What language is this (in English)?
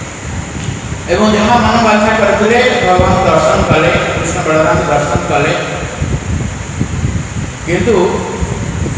Odia